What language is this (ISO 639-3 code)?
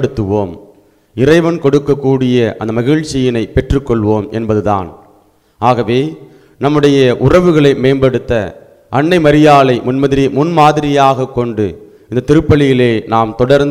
tam